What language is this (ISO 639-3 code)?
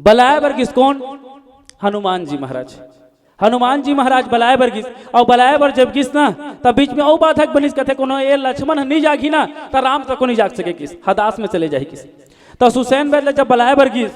hne